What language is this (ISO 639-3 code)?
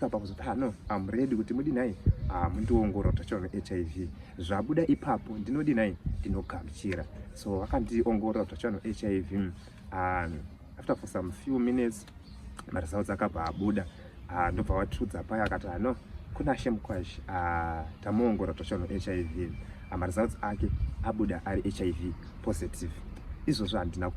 sna